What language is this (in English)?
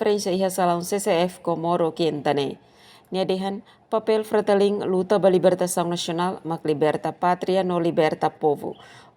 Tetum